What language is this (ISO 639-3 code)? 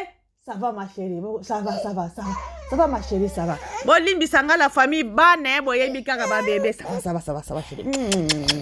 lin